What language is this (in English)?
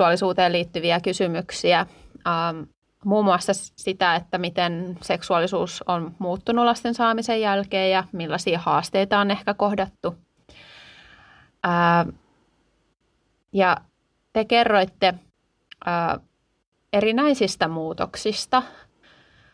Finnish